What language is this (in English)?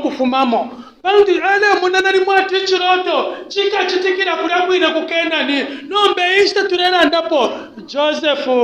Bemba